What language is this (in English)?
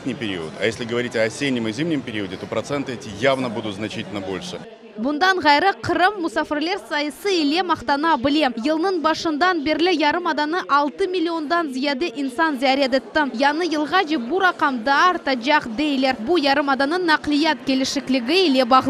Crimean Tatar